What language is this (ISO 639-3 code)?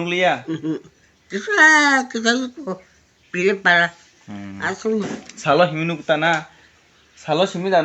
trp